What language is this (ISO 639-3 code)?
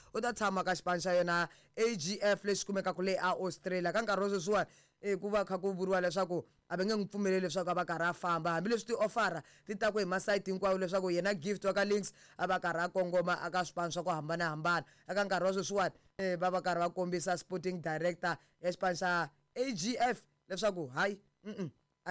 tso